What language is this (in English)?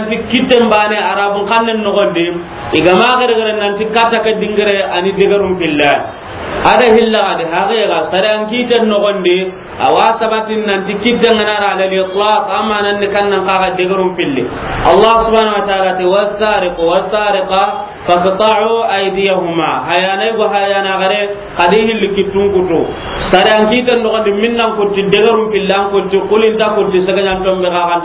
Soninke